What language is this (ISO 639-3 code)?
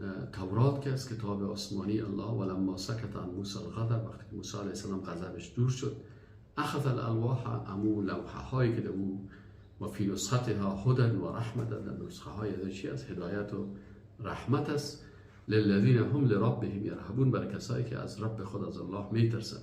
fas